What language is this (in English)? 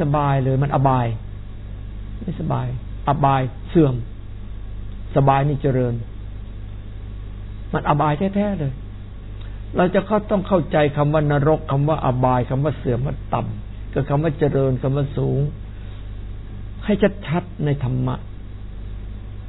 Thai